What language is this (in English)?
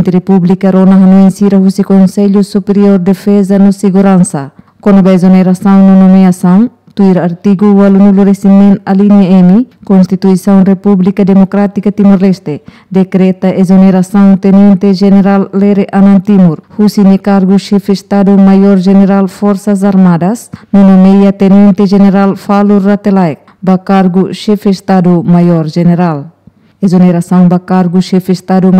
Tetum